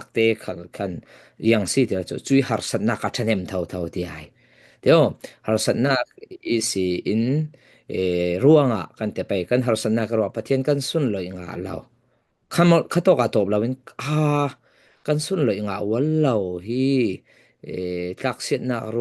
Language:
Falam Chin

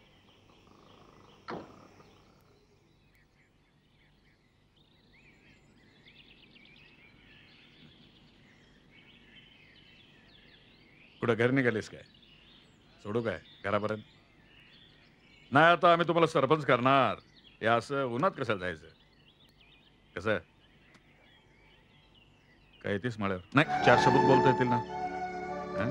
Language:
Marathi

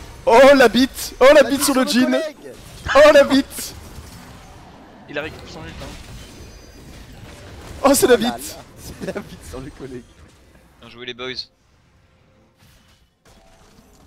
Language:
French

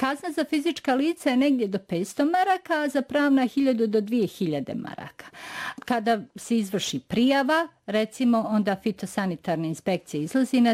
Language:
Bosnian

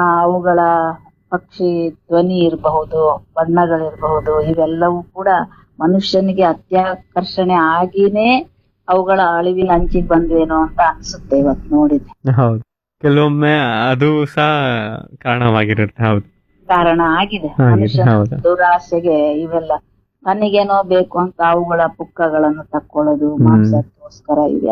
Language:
Kannada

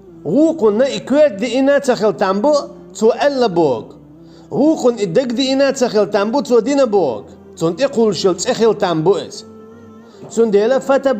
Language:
Chechen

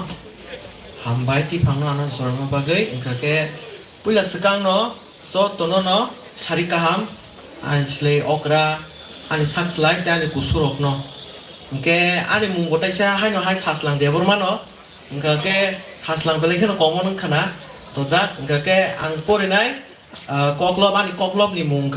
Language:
Kok Borok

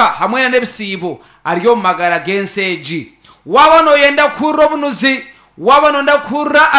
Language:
Nyankole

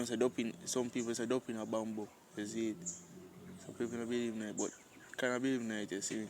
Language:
Jamaican Creole English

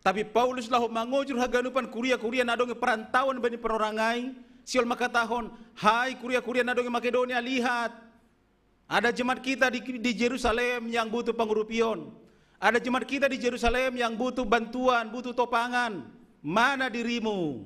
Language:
Batak Simalungun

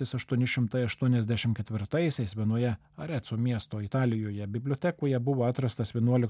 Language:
Lithuanian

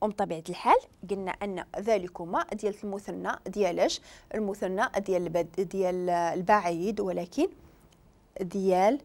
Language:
Moroccan Arabic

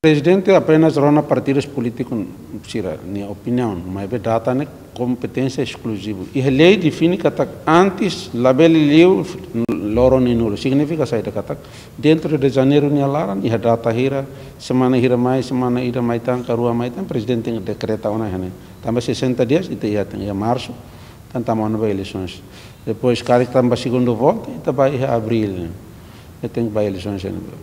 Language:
Tetum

